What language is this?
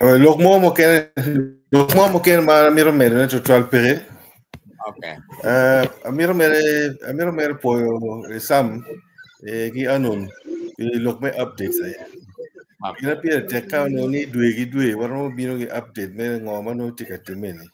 Acoli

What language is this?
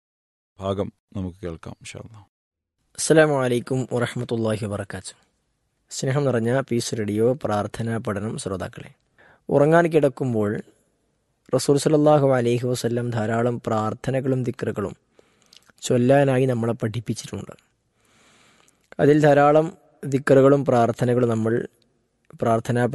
Malayalam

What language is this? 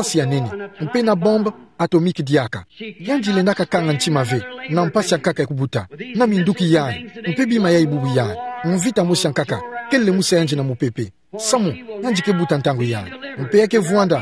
Kituba (Democratic Republic of Congo)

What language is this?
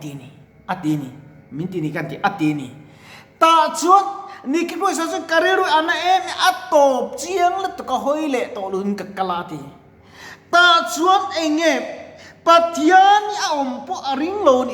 Mizo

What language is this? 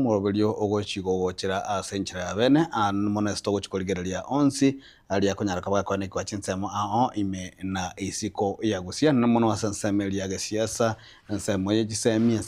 Gusii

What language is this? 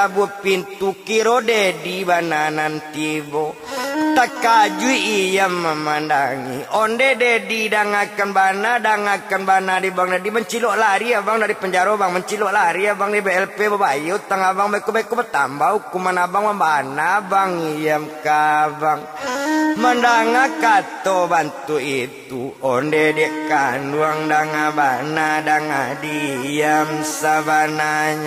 Minangkabau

